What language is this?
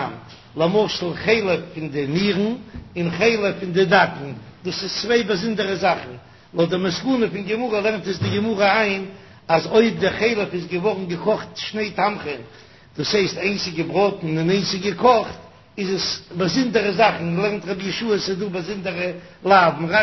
Yiddish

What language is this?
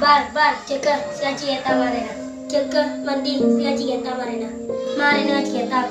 Madurese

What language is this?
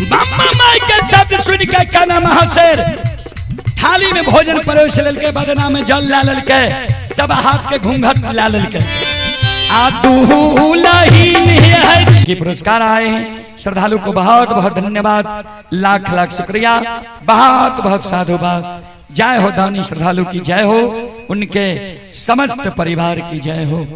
Maithili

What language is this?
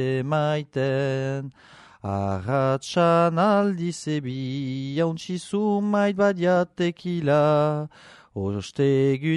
Basque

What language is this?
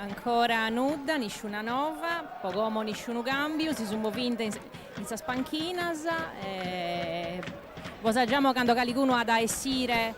Sardinian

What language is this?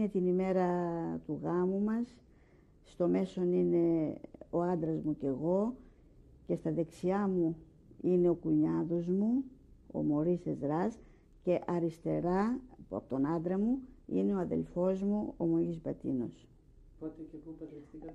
Greek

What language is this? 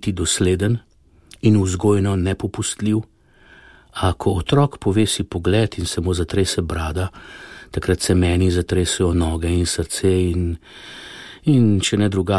Slovenian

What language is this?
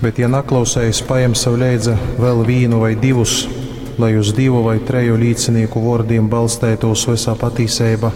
Latgalian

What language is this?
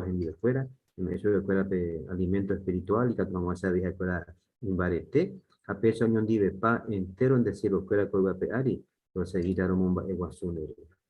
Guarani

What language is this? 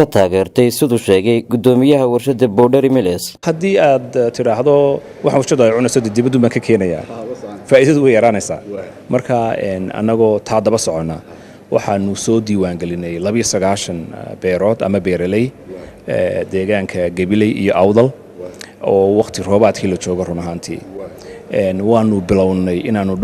Somali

